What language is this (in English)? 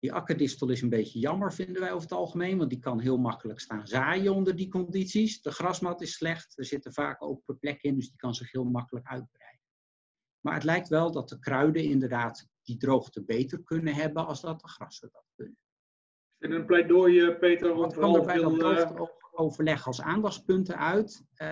Dutch